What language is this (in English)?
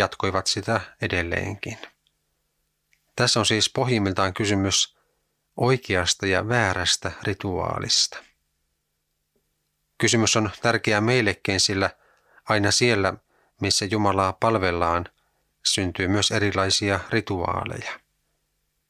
Finnish